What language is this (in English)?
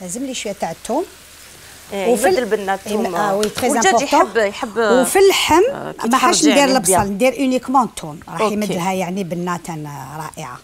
Algerian Arabic